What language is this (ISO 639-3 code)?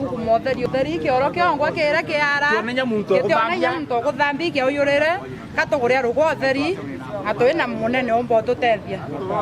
mer